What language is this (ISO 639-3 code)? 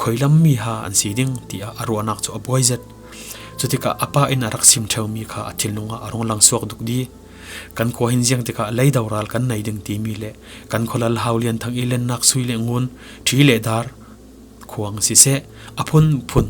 cfm